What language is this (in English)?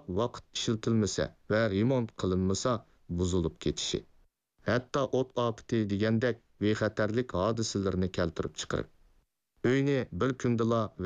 Uyghur